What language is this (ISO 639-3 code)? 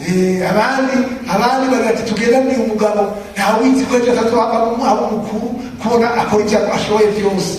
run